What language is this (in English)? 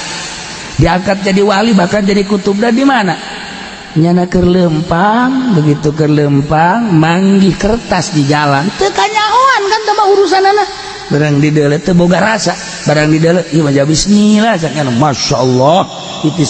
Sundanese